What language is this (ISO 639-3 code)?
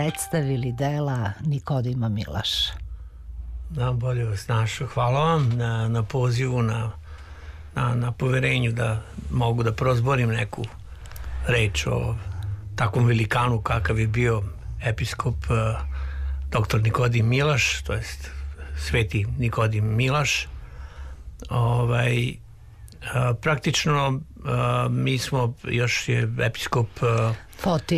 srp